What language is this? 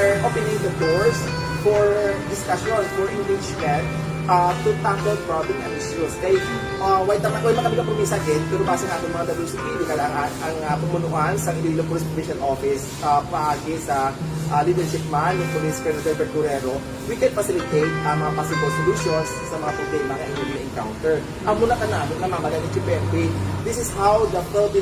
Hiligaynon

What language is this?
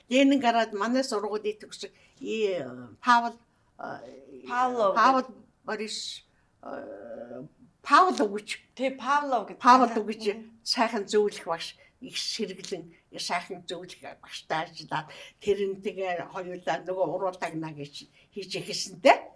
Mongolian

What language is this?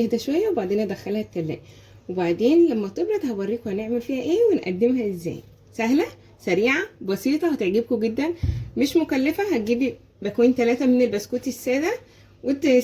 Egyptian Arabic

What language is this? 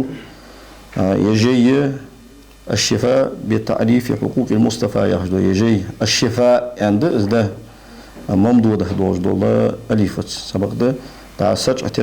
Ingush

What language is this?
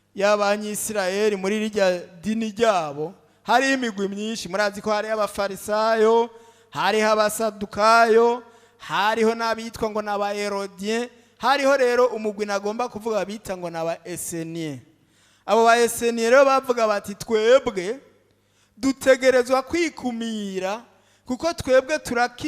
Rundi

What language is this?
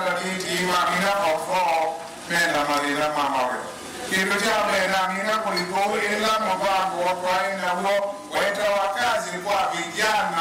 Kamba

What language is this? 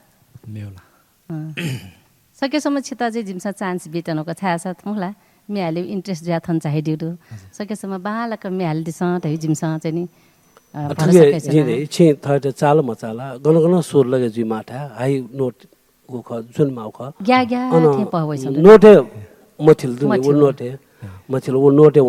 Newari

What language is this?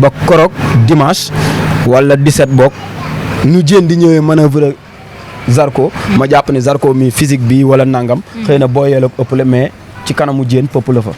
Wolof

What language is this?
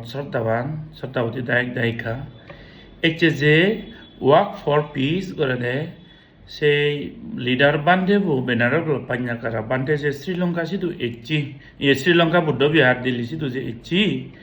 Chakma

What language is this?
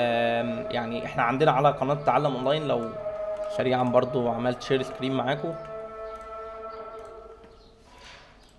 Egyptian Arabic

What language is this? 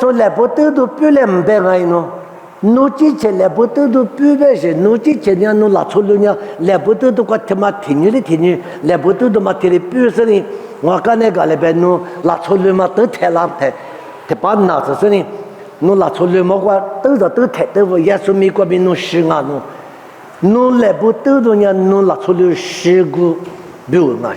Lisu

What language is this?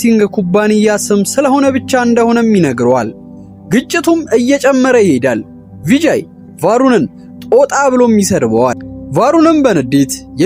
Amharic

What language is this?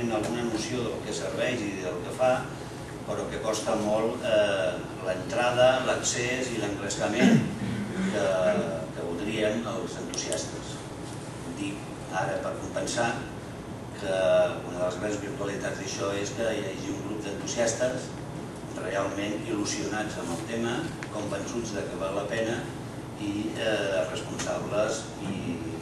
Catalan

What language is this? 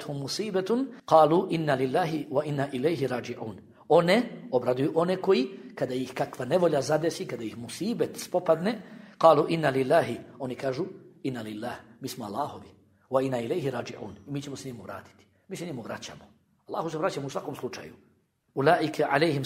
Bosnian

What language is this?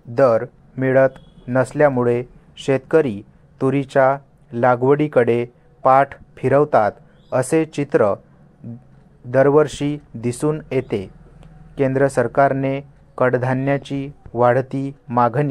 Marathi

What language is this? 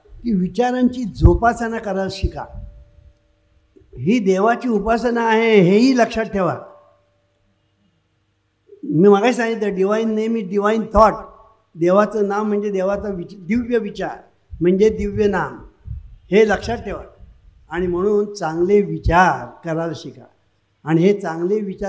Marathi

